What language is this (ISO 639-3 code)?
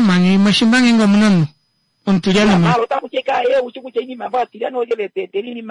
kua